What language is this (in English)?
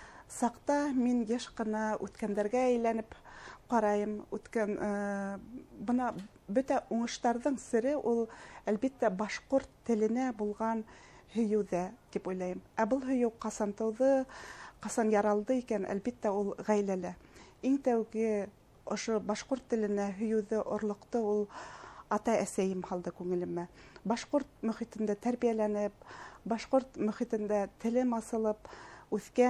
Bashkir